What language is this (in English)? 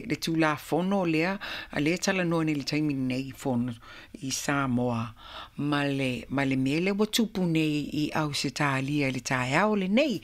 Samoan